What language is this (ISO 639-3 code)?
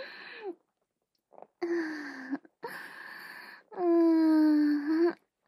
jpn